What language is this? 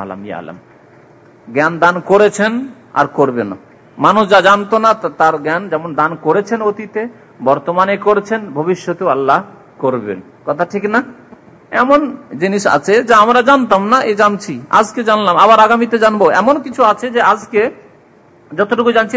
Bangla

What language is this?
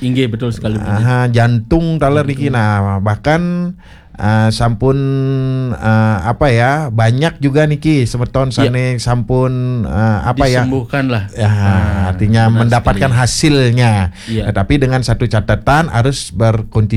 Balinese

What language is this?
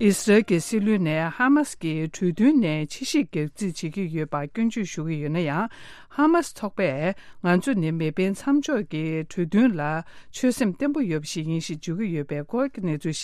Tibetan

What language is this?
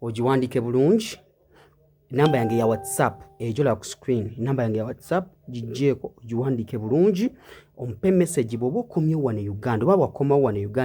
Ganda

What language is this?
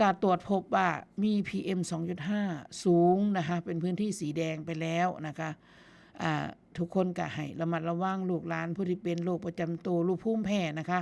Northeastern Thai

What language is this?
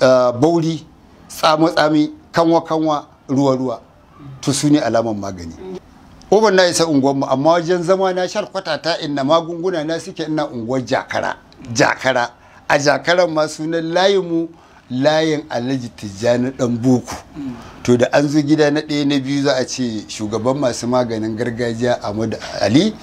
Hausa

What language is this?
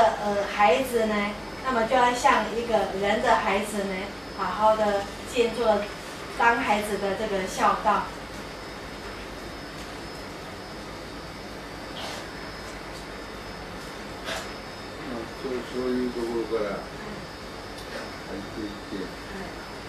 Chinese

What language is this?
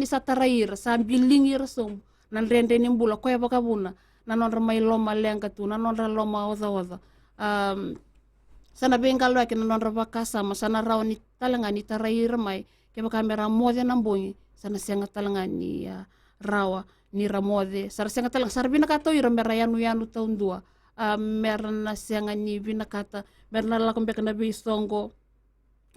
Fijian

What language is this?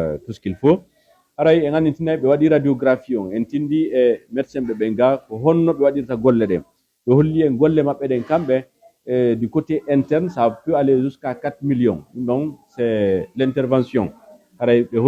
Fula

